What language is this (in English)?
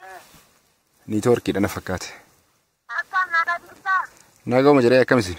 Oromo